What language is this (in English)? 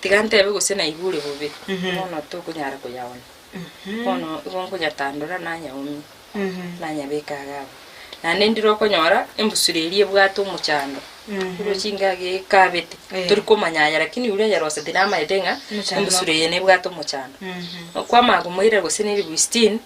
Gusii